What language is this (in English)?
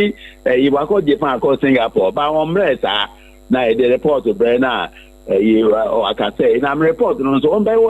Akan